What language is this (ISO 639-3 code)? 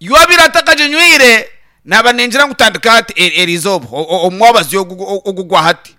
nyn